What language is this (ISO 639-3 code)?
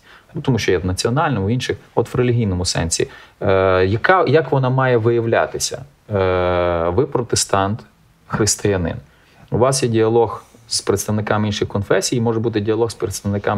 ukr